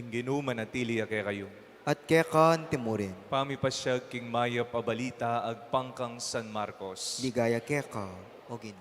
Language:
Pampanga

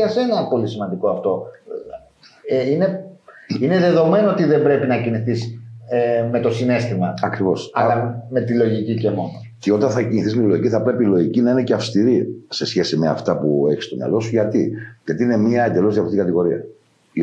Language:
Greek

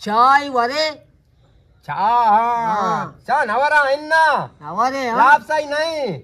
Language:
Eastern Balochi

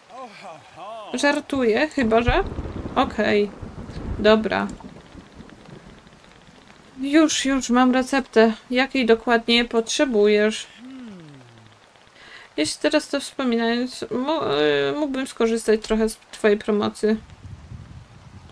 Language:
Polish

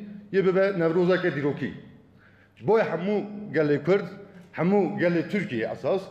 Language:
Kurdish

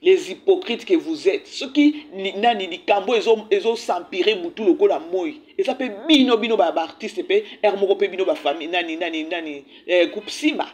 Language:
Lingala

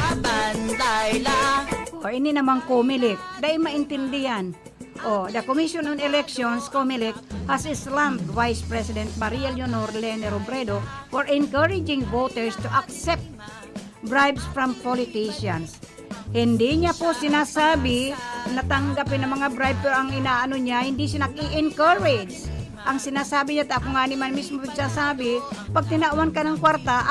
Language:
Bikol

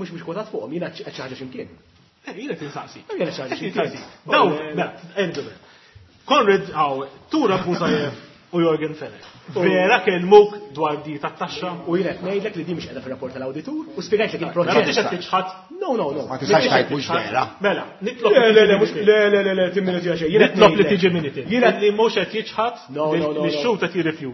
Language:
Maltese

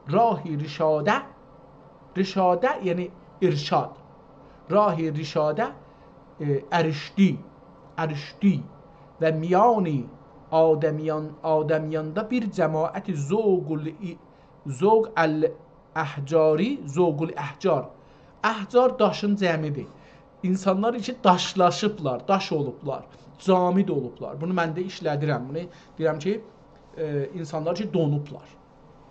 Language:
South Azerbaijani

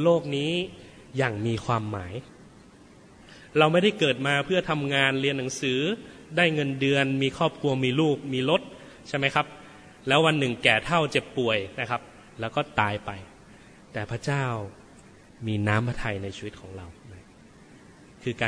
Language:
Thai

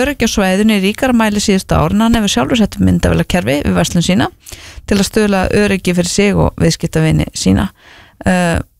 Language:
Icelandic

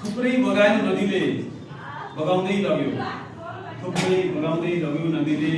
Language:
Nepali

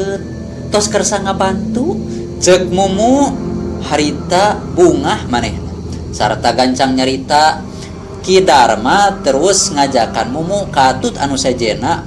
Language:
Sundanese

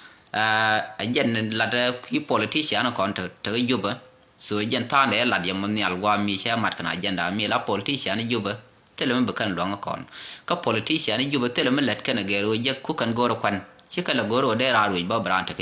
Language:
Nuer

